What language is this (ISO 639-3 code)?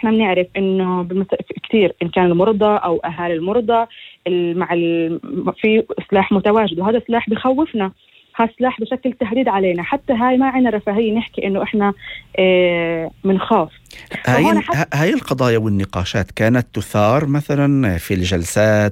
apc